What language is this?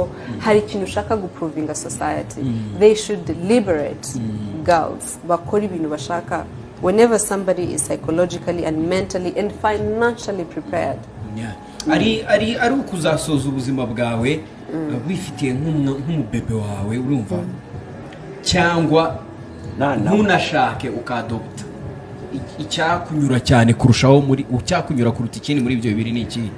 Kinyarwanda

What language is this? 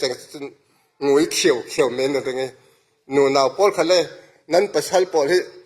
Falam Chin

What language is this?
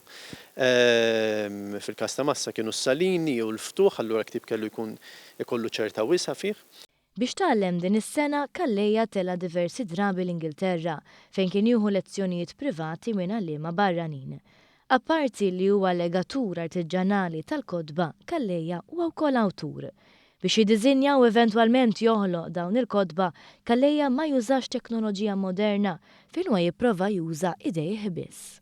Maltese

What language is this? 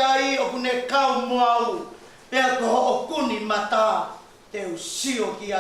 Tongan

